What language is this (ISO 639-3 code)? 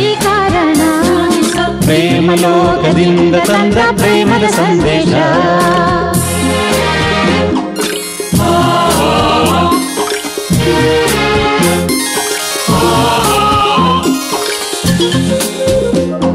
kan